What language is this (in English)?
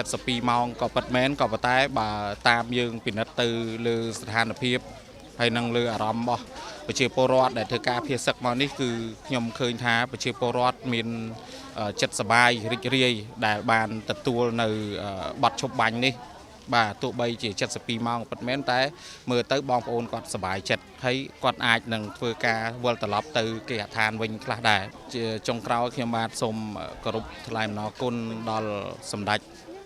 Khmer